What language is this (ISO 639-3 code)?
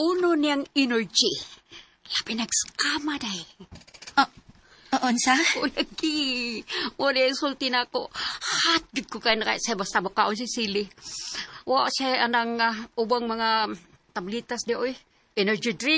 ceb